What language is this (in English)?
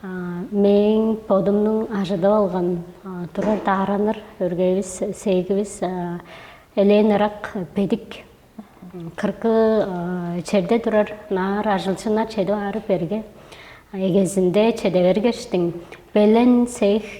Tuvinian